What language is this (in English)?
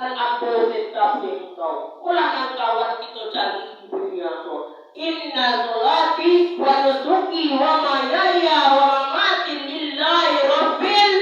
Minangkabau